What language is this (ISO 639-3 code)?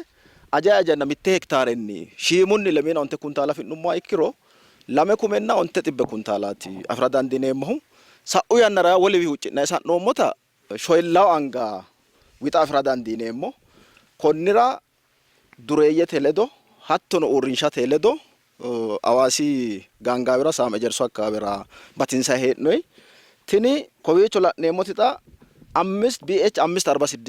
sid